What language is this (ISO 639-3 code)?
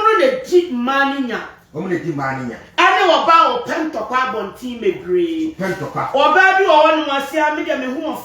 aka